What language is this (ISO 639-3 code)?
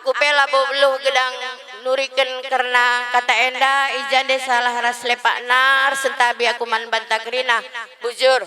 btx